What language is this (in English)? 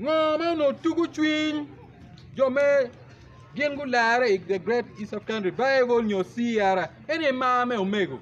Acoli